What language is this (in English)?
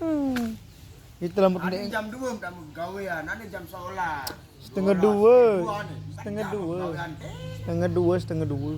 Sasak